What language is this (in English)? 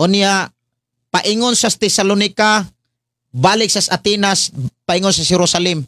Cebuano